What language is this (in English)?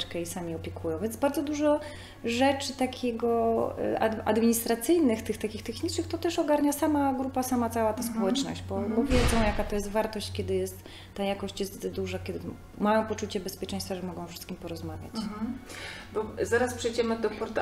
Polish